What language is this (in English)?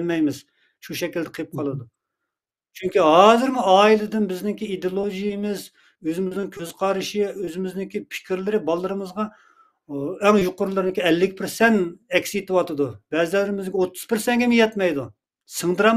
Uyghur